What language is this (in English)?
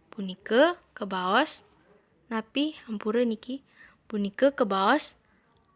Balinese